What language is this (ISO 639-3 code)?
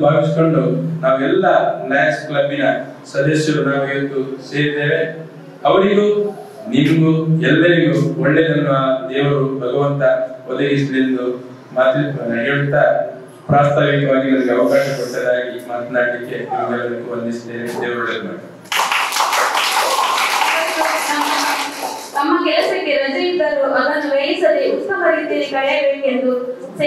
kan